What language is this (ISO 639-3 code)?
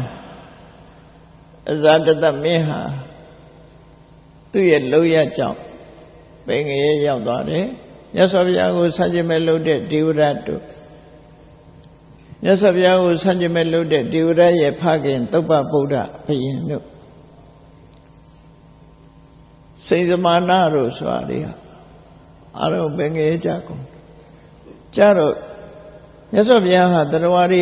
mya